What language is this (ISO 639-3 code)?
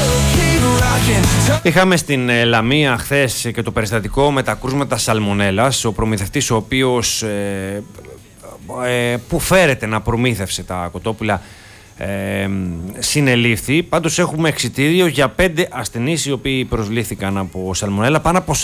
ell